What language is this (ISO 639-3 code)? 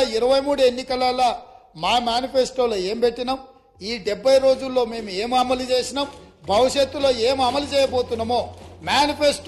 tel